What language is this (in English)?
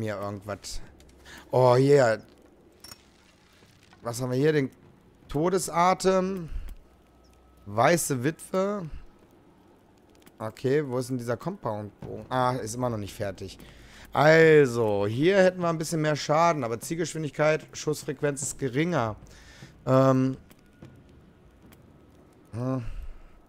German